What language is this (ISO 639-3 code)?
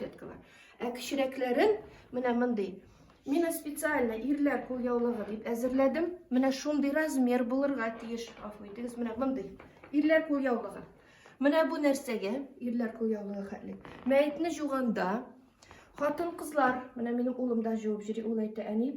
tat